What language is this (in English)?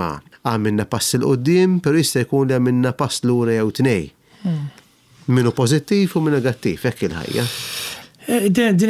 Maltese